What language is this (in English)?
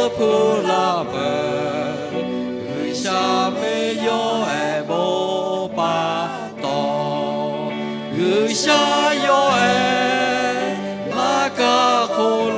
Lahu